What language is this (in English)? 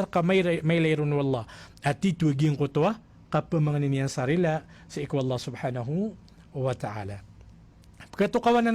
Maranao